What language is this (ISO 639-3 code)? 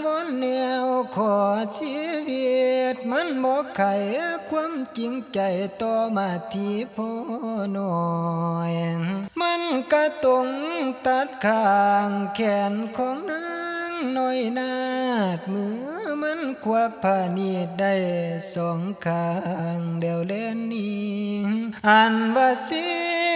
lao